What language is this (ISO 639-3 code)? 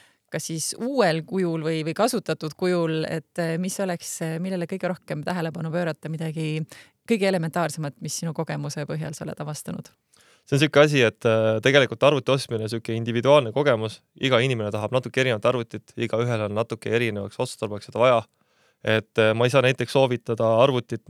est